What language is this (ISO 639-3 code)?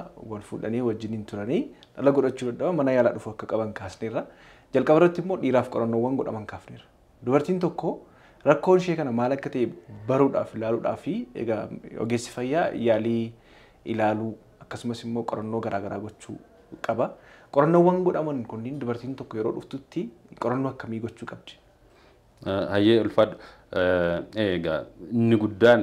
orm